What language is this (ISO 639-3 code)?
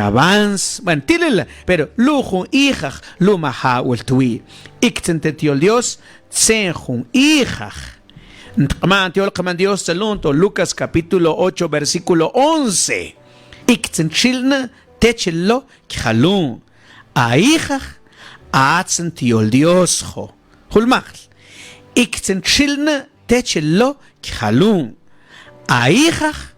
mam